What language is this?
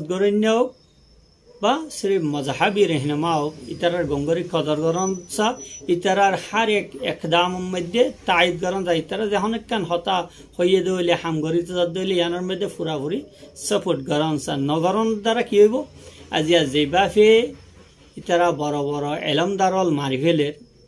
Rohingya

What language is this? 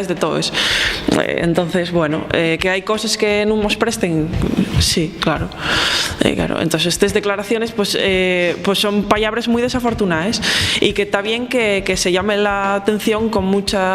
Asturian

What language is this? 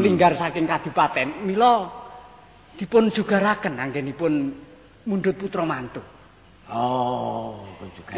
Javanese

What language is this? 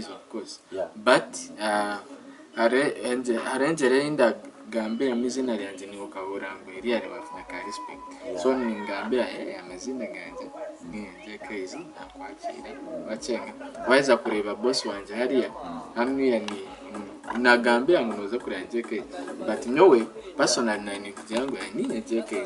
Nyankole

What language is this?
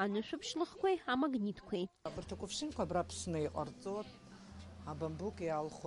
Abkhazian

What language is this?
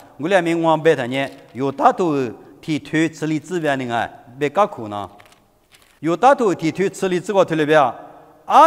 Lisu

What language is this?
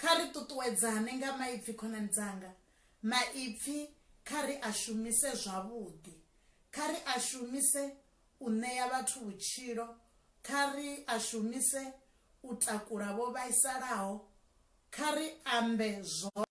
Venda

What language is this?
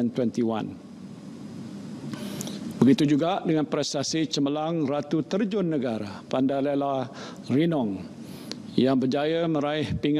Malay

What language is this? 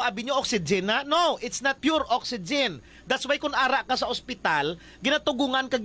Hiligaynon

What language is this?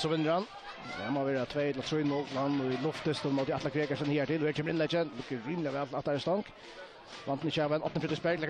Faroese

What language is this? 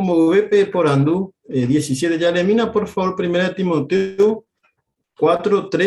Guarani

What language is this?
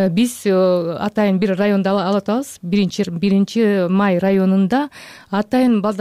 Kyrgyz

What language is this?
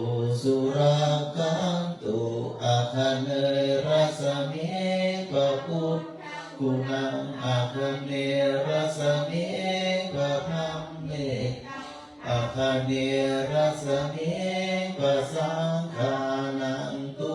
Pali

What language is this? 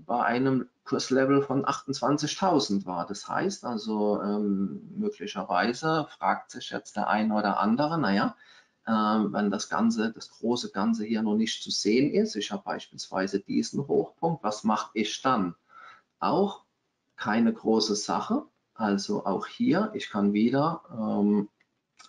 German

